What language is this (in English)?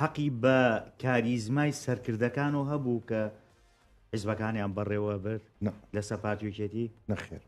Central Kurdish